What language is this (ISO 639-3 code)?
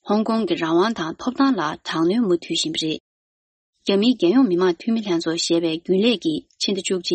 bod